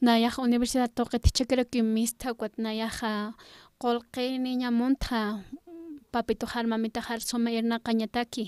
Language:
Aymara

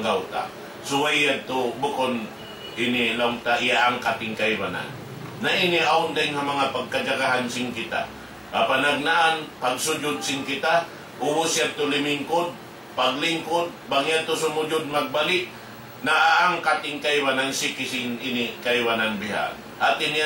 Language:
Tausug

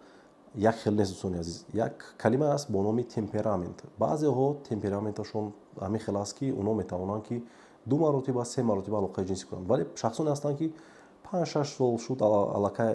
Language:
Tajik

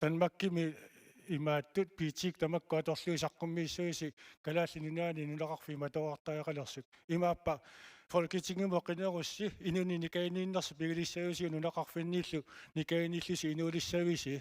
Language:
Kalaallisut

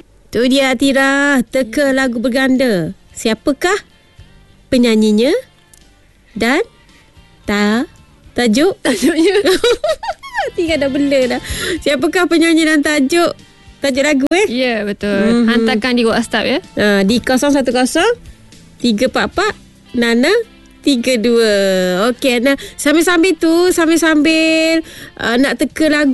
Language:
Malay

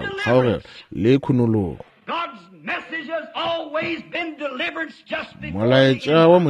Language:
Northern Sotho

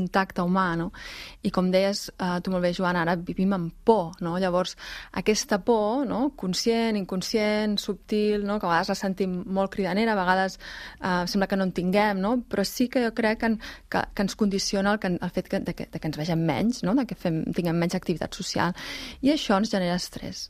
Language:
Catalan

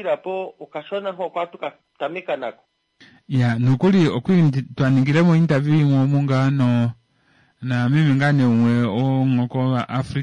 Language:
Kuanyama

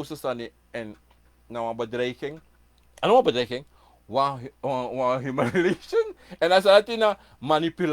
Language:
Sranan Tongo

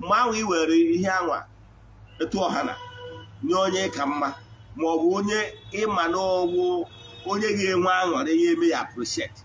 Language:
Igbo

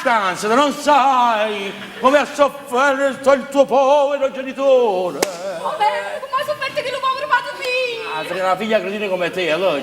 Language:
Neapolitan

